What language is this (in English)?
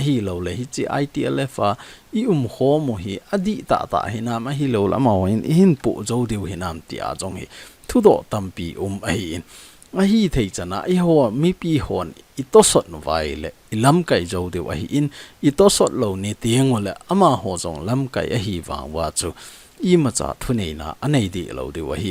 Thado Chin